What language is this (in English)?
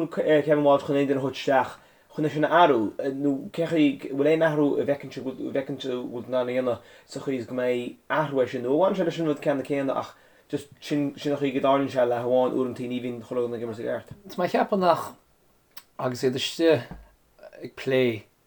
Irish